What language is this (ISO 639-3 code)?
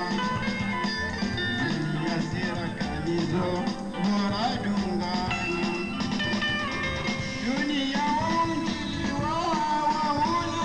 swa